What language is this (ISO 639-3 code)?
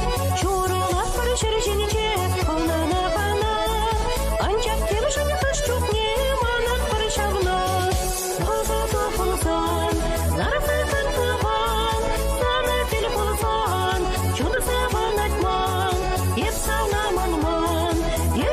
chv